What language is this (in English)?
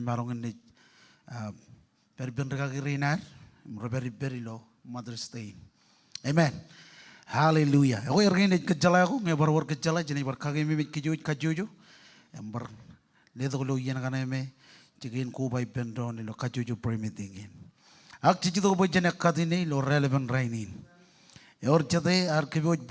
Marshallese